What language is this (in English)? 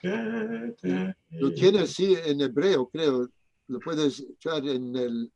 Ladino